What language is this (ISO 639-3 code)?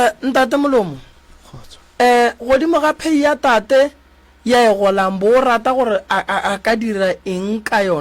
nso